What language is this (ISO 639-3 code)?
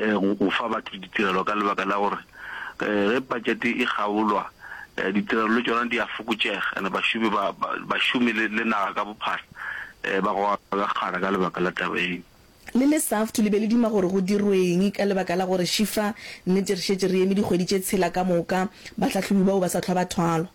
nso